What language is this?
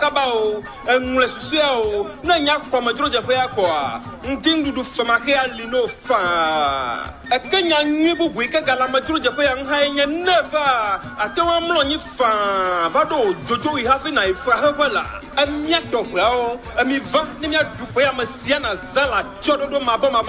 Ewe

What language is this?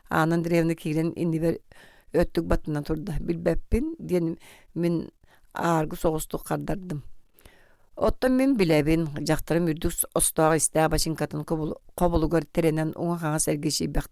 Yakut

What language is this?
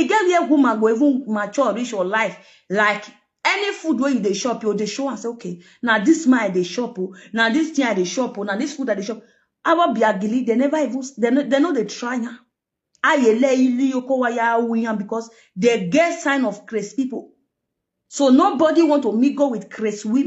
Nigerian Pidgin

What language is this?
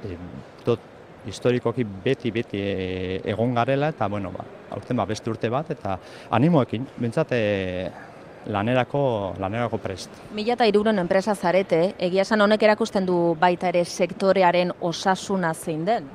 Basque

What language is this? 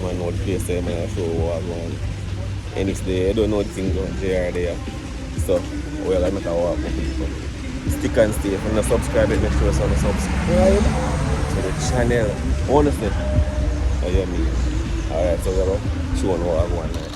Jamaican Creole English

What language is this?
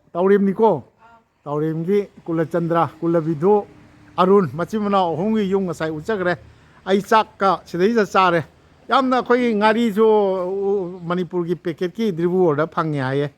Manipuri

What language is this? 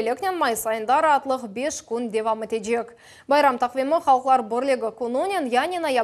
Crimean Tatar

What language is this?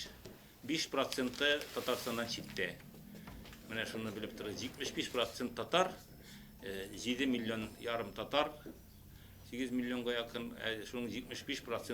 Tatar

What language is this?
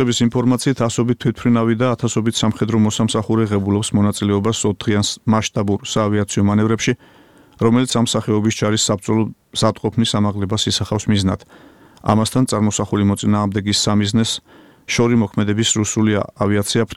Georgian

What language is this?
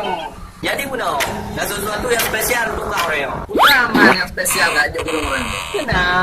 Achinese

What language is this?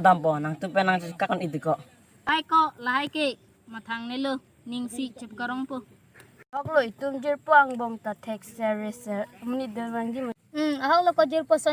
Karbi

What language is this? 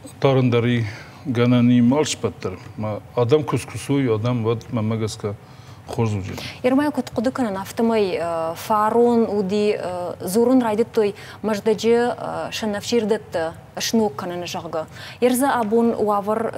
Ossetic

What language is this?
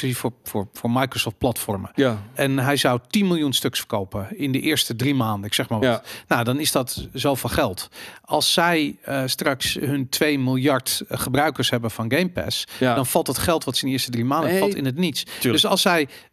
Dutch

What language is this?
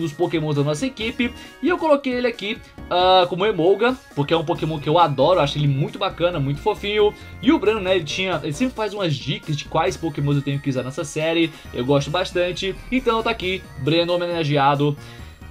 Portuguese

